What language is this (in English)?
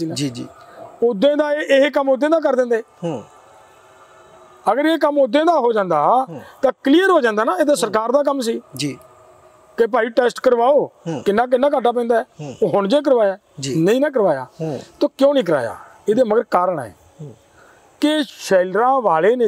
Punjabi